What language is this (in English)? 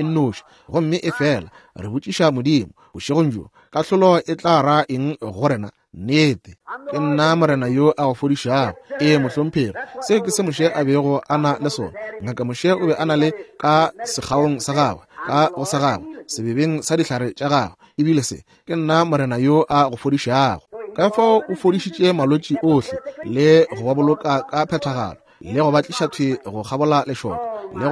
Northern Sotho